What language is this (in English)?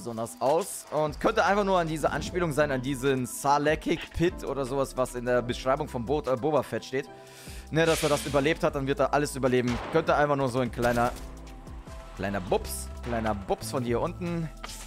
German